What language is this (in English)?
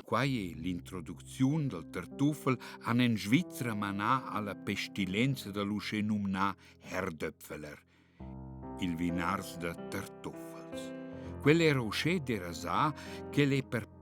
Romansh